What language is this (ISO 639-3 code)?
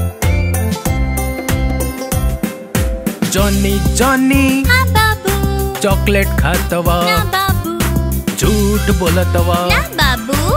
bho